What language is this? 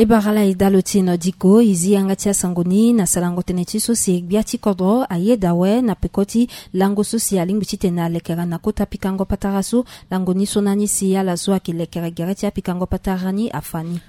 Sango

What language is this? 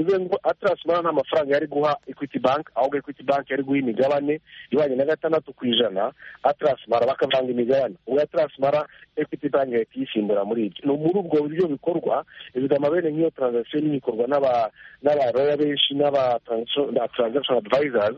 Kinyarwanda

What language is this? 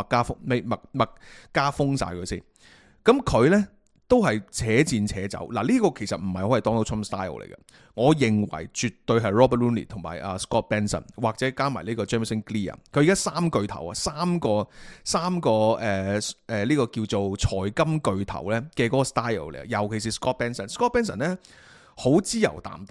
Cantonese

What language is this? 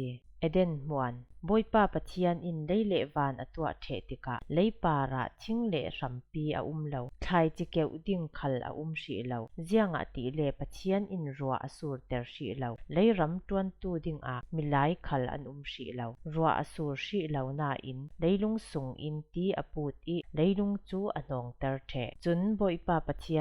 Falam Chin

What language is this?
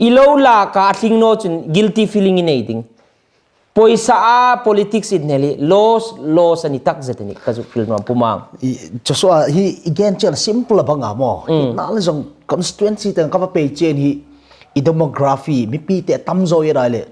Hmar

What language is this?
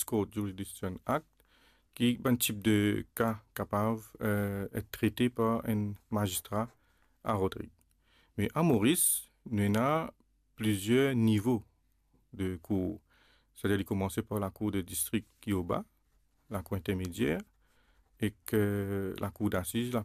Morisyen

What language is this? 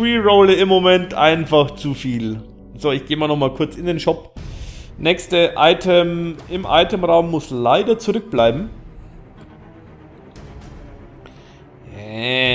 German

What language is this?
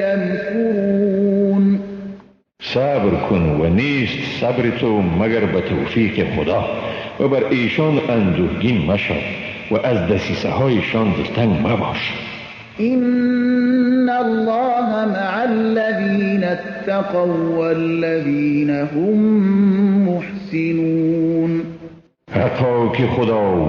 Persian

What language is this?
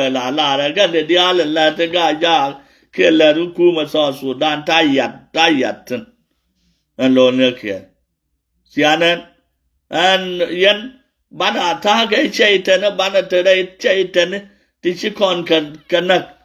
Nuer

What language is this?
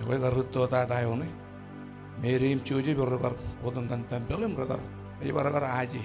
Marshallese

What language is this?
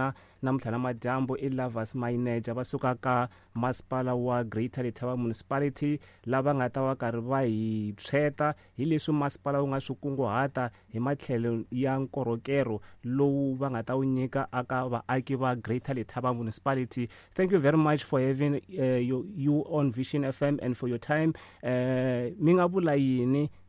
Tsonga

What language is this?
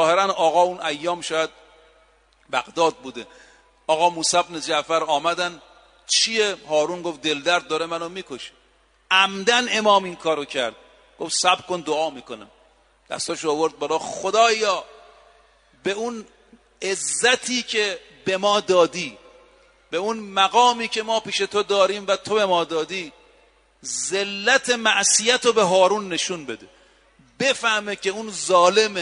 Persian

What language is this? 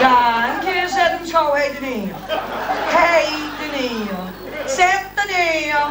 Limburgish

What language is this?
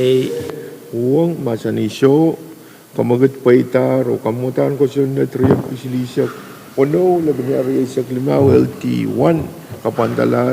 Pohnpeian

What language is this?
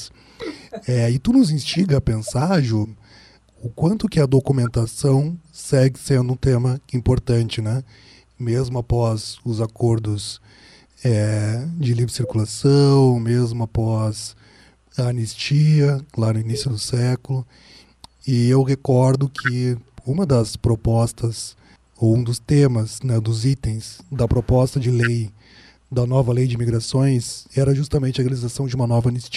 Portuguese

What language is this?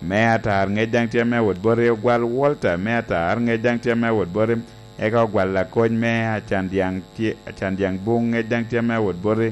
Lango (Uganda)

